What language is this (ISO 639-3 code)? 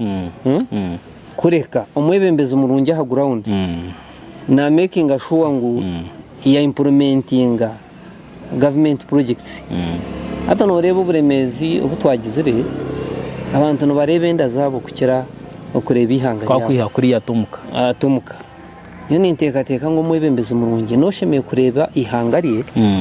nyn